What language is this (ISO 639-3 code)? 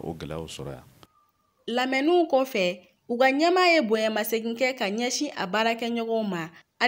bam